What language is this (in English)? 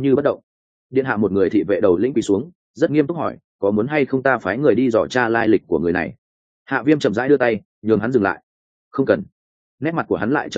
Vietnamese